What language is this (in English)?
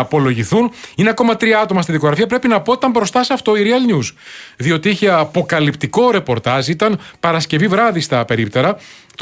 Greek